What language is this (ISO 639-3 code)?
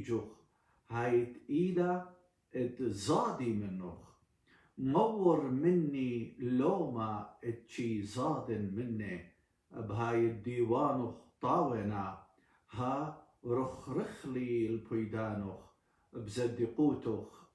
aii